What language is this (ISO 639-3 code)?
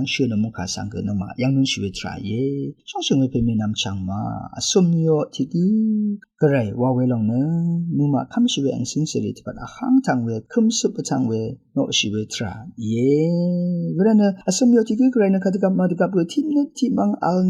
raw